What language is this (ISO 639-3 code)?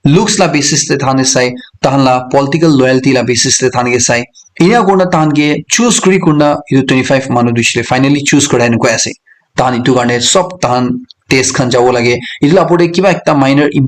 nag